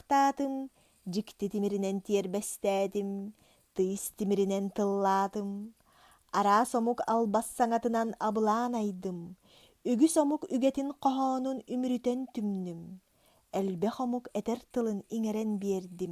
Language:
Yakut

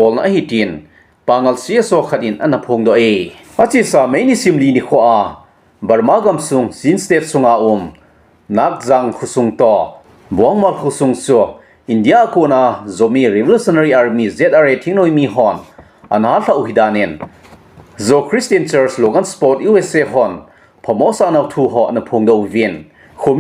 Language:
Thado Chin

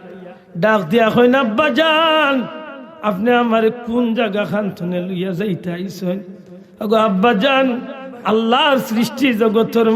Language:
Sylheti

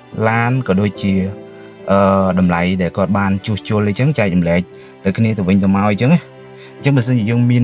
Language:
Khmer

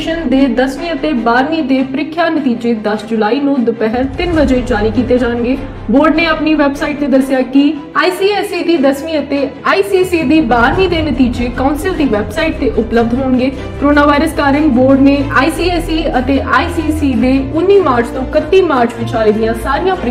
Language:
Punjabi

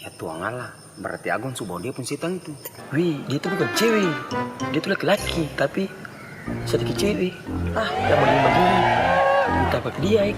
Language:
Ambonese Malay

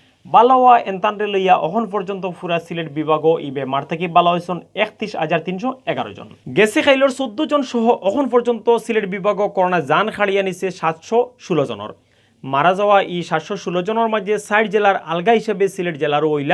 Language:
Sylheti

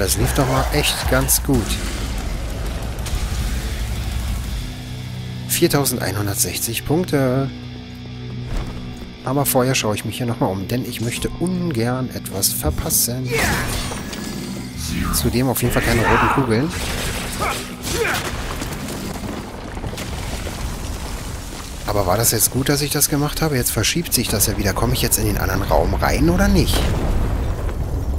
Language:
German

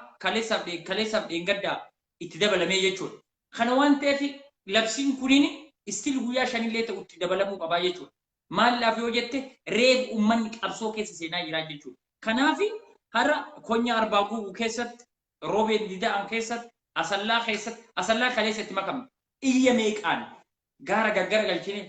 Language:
Oromo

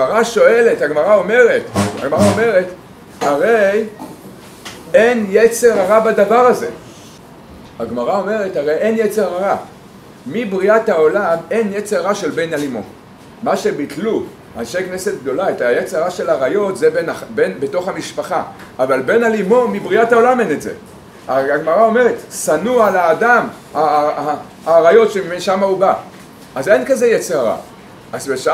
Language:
Hebrew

